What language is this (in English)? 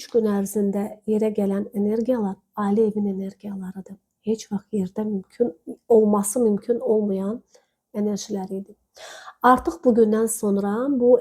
Azerbaijani